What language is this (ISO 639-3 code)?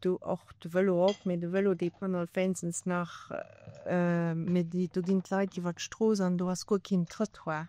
ltz